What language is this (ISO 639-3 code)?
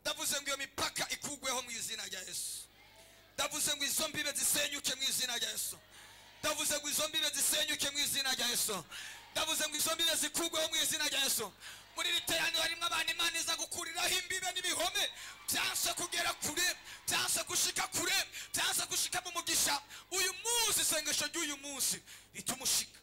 run